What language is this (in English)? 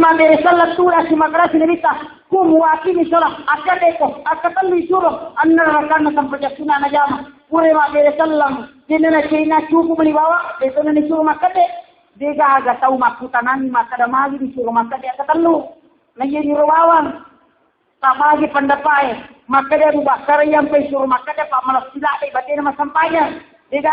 Buginese